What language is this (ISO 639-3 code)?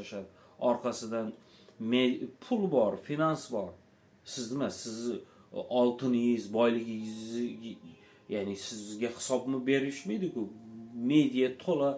uzb